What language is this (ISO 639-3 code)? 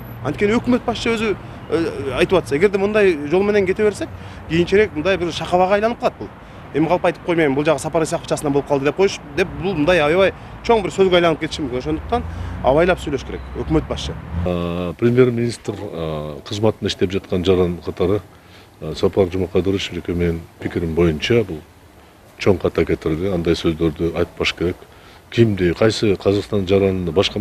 kir